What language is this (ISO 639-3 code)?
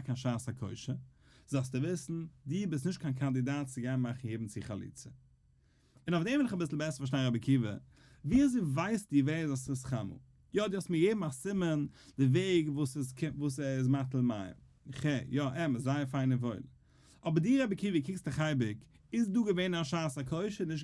yid